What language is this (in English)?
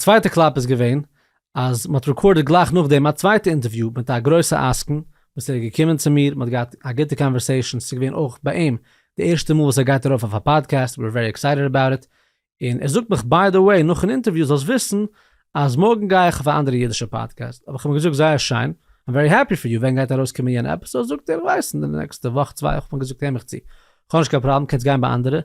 Yiddish